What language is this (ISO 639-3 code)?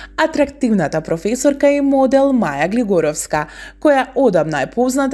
mkd